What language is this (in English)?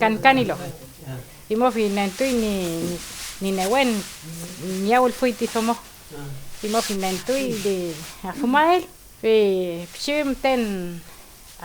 Mapuche